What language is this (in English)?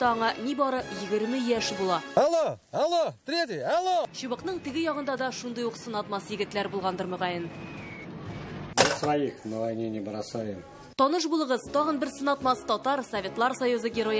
Tatar